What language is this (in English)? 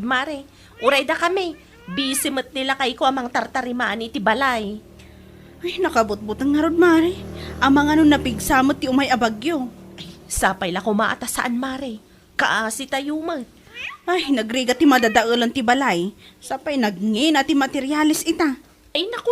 Iloko